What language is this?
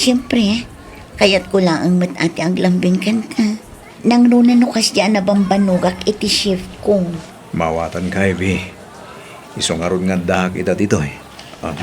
Iloko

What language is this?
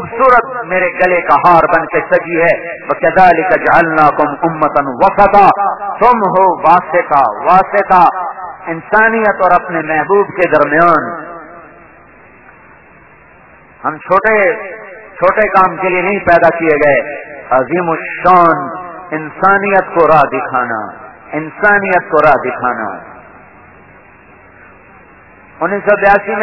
Urdu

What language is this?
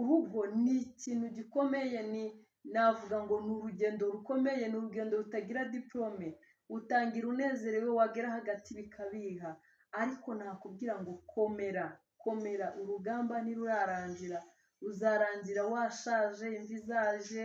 Kinyarwanda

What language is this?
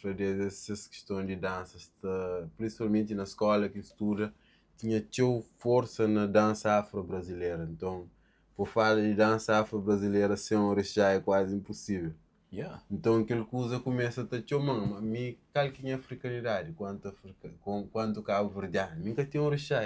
Kabuverdianu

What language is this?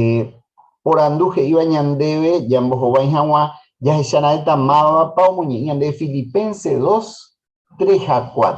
Guarani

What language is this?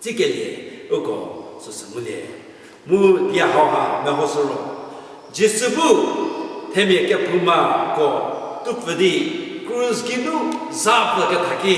Angami Naga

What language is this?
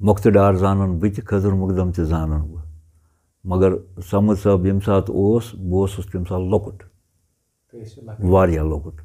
Kashmiri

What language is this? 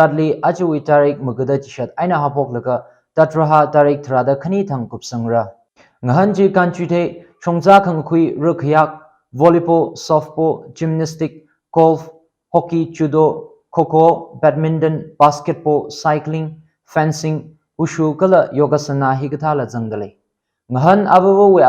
Tangkhul Naga (India)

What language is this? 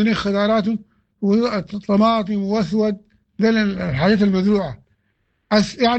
Sudanese Arabic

